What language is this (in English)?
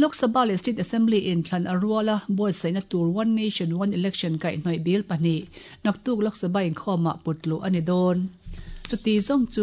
Mizo